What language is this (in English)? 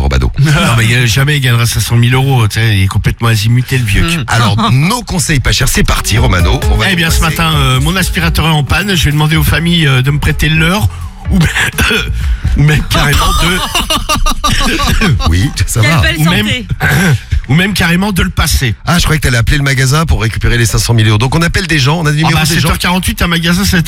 French